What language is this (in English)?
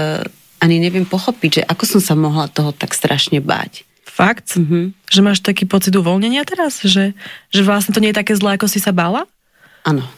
Slovak